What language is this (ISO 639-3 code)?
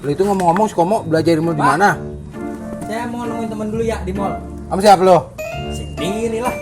bew